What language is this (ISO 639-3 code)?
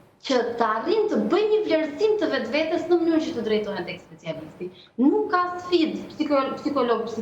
sqi